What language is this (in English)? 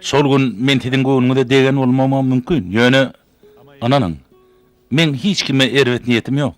Turkmen